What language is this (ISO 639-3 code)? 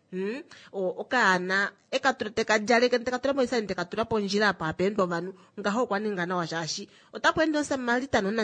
kua